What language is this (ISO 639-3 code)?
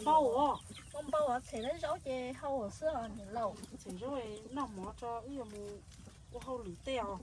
hmn